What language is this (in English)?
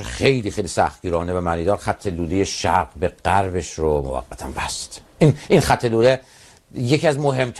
Persian